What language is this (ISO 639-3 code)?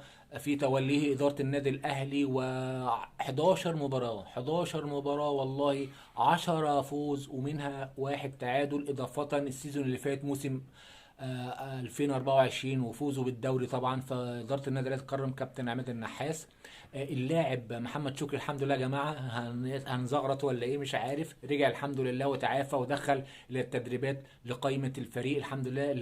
arz